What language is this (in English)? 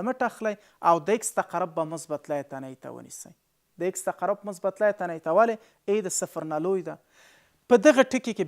Pashto